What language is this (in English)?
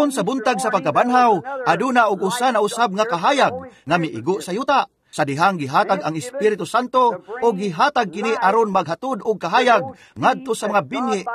Cebuano